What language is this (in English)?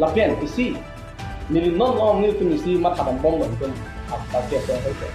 Karbi